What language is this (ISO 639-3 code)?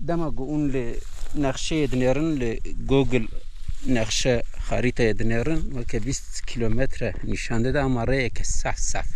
kur